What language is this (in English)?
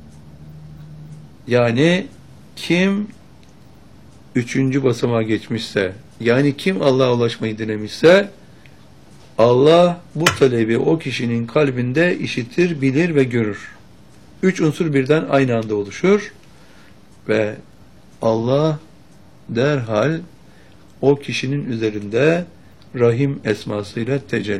Turkish